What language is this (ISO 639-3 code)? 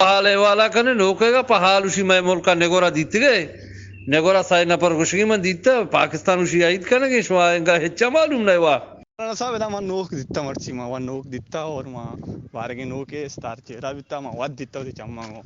bgp